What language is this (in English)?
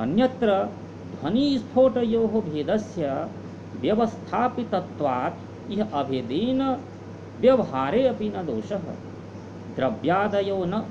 Sanskrit